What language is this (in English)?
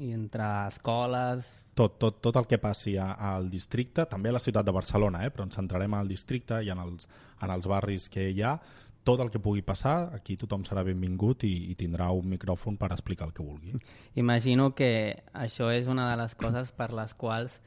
Catalan